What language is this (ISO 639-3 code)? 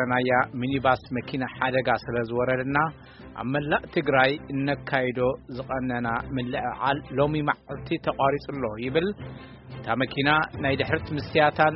tir